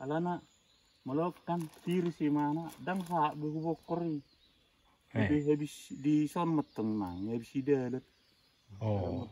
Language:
Batak Toba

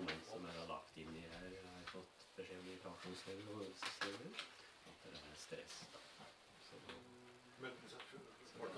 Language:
Norwegian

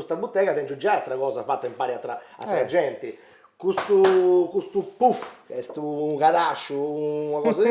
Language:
Sardinian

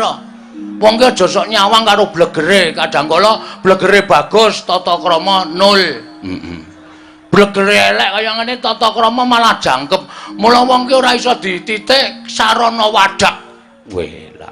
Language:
Javanese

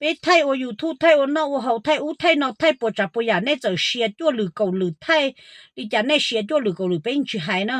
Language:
Hmong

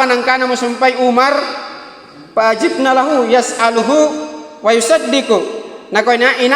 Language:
Makasar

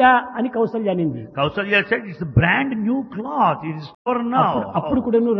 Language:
Telugu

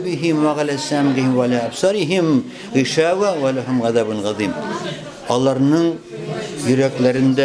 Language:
Bashkir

